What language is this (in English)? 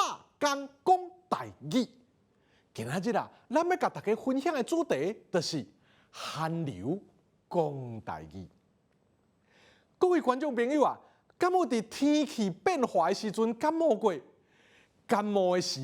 Min Nan Chinese